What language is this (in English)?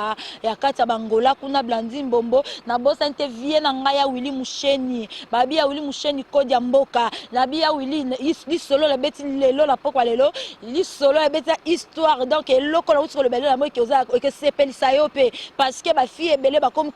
Lingala